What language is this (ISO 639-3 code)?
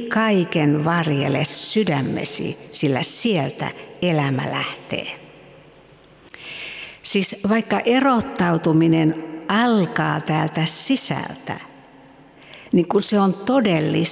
fin